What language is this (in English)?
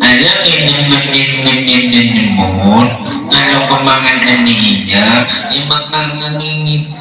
Betawi